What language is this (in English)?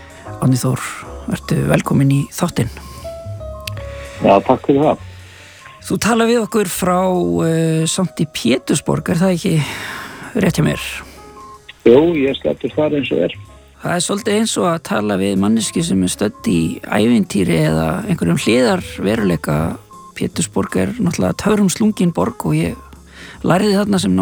Icelandic